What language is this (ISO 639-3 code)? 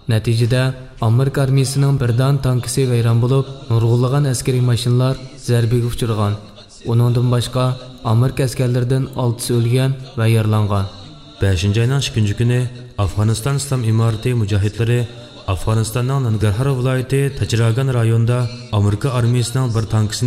uig